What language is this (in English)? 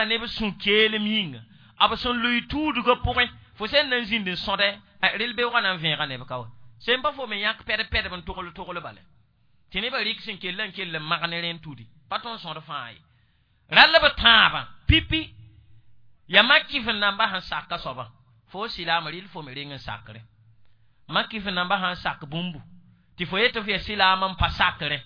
Mossi